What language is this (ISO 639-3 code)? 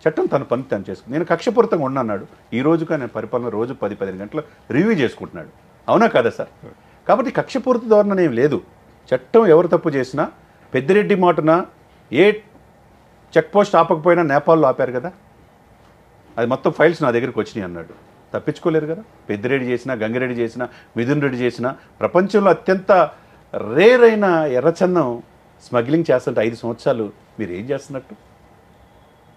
tel